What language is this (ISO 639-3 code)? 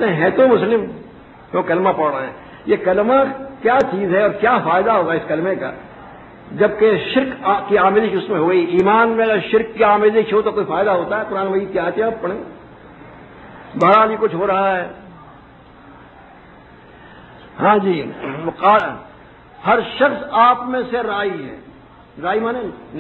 urd